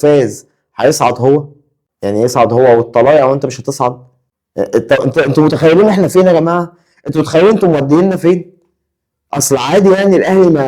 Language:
Egyptian Arabic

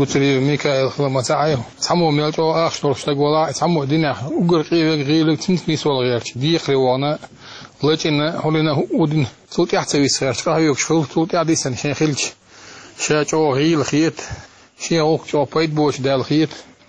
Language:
Chechen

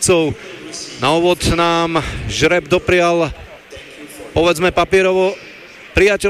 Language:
Slovak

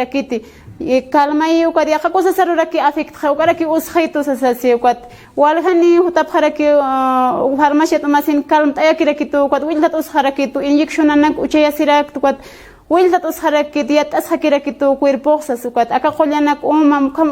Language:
Aymara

